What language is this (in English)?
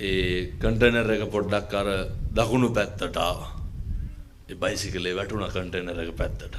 Sinhala